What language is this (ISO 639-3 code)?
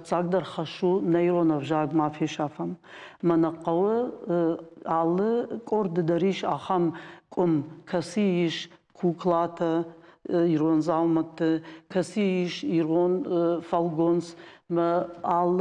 oss